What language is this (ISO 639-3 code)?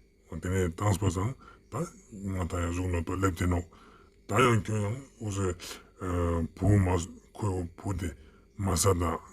lbj